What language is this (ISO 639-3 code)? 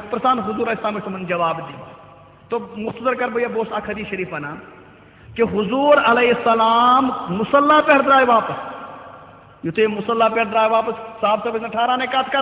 kas